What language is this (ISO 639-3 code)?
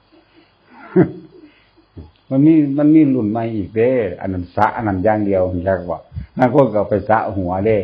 tts